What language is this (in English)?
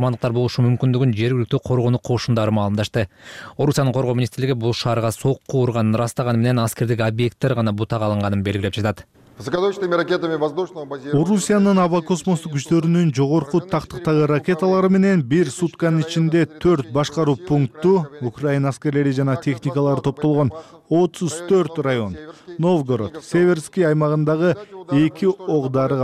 Kyrgyz